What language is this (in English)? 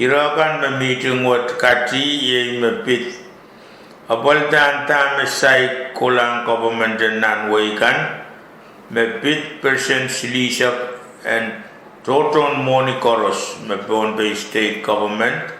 Pohnpeian